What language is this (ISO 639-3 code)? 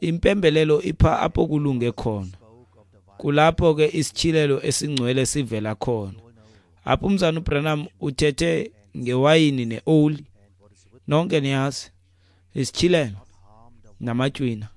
xho